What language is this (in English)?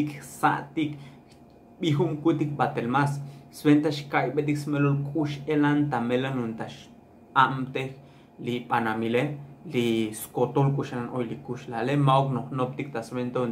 Tzotzil